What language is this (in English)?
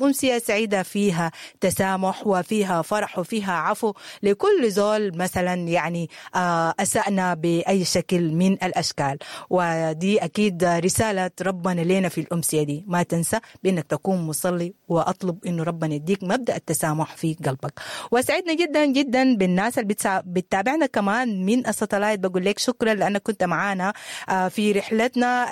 Sudanese Arabic